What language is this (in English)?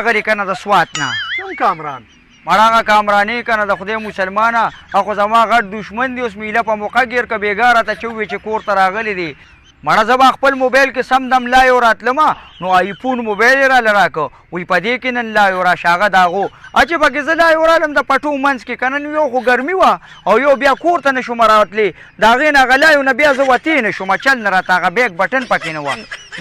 Pashto